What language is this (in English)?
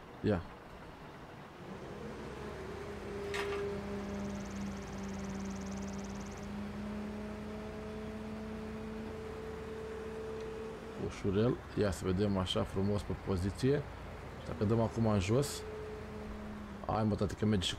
Romanian